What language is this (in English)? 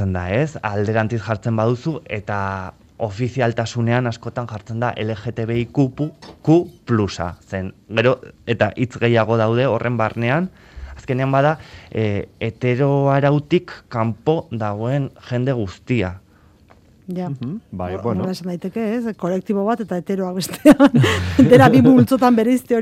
Basque